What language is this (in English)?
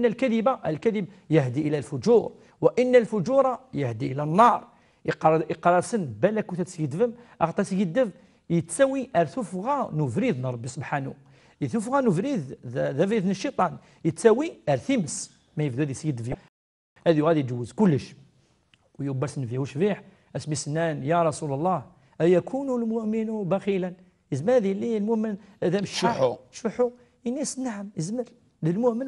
Kabyle